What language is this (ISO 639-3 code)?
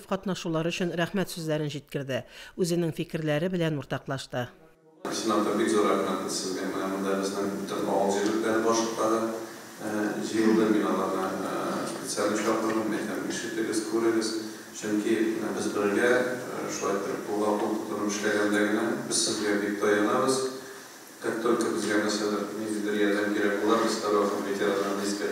tat